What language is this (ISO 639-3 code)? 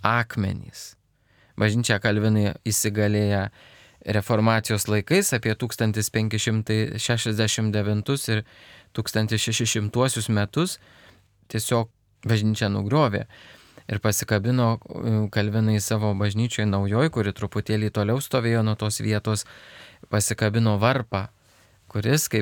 lit